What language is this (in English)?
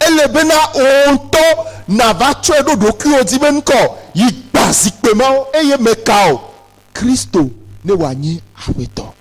Ewe